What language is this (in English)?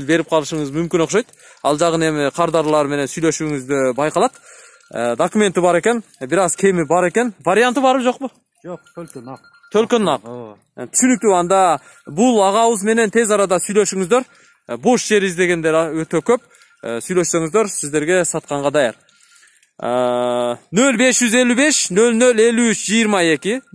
Kyrgyz